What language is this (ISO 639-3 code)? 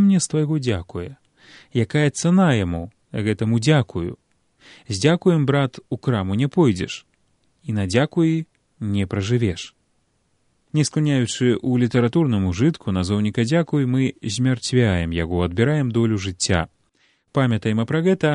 bel